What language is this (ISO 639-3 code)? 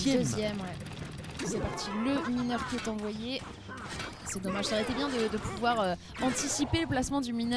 fra